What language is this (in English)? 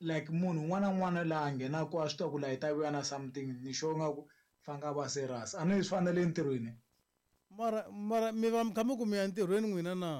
Tsonga